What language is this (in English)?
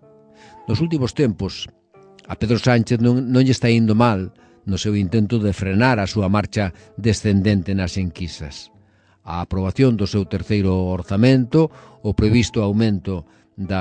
Galician